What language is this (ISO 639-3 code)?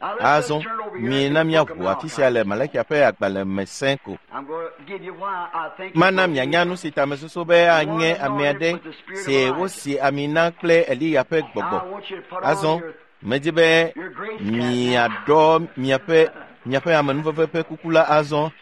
ewe